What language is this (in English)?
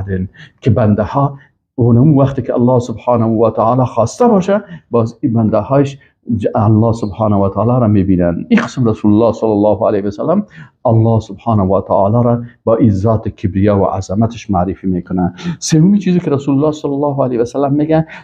Persian